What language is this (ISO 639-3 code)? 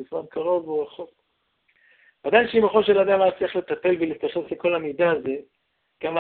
heb